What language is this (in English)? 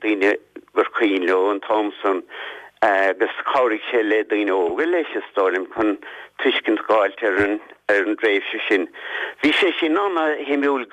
Irish